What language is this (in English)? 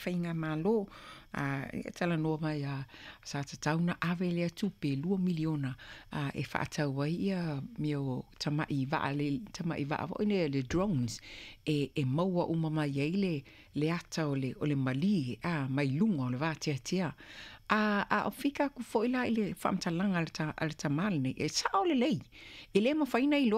Samoan